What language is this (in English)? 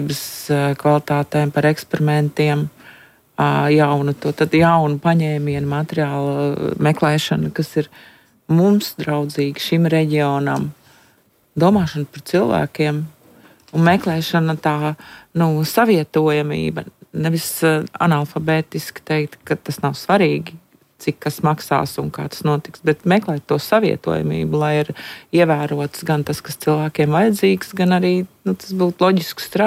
Latvian